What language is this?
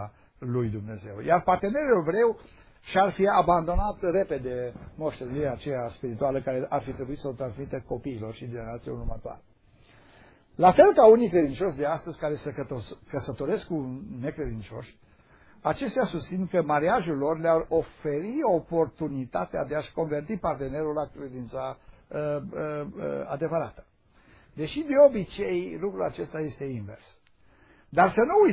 Romanian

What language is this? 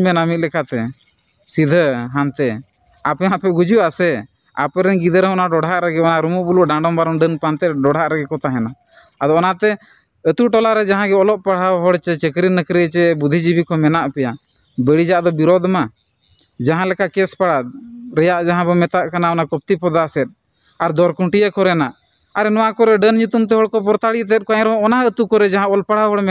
Santali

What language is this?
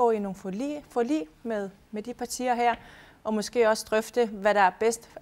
Danish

